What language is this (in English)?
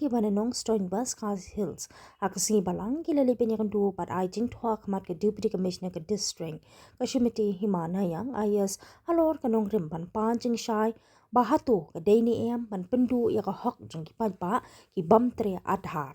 Khasi